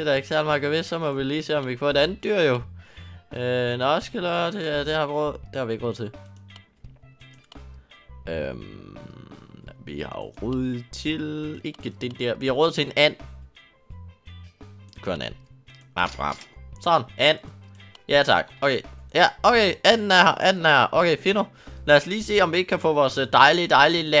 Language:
Danish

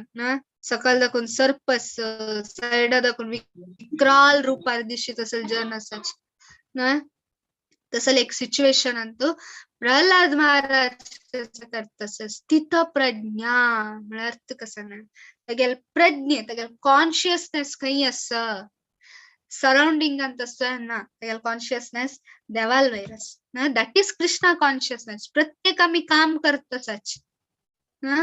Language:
Konkani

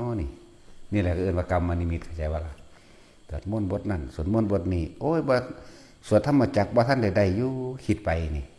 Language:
Northeastern Thai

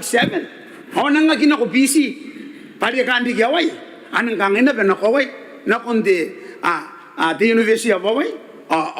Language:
Gilbertese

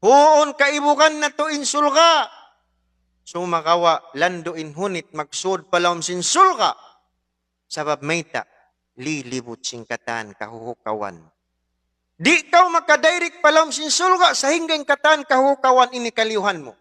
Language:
Tausug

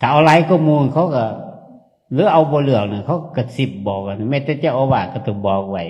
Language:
Northeastern Thai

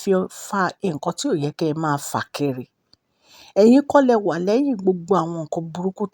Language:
Yoruba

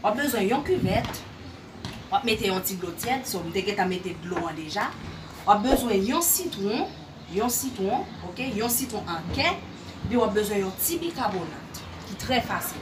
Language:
Haitian Creole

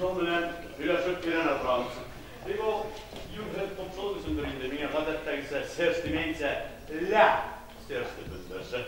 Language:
Bashkir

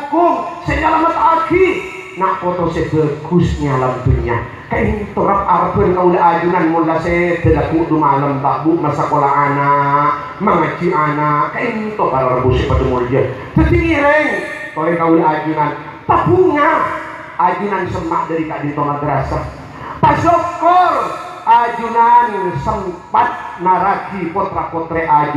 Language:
Madurese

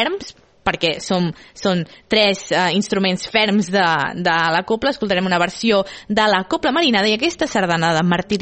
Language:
Catalan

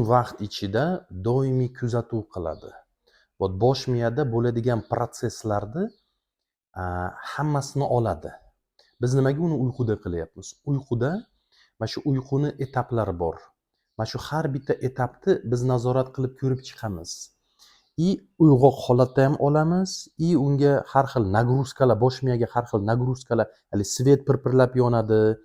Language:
Uzbek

